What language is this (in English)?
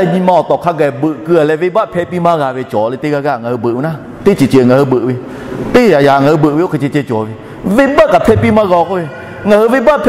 Lahu